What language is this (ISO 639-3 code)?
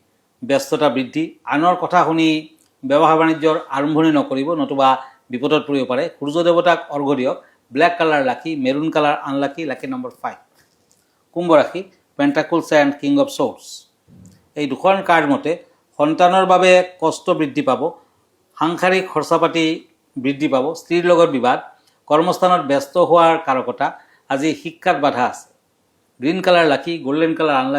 asm